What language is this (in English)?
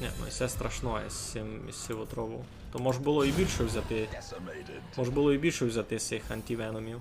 Rusyn